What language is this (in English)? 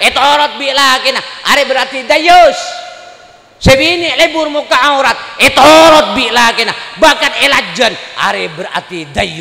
Madurese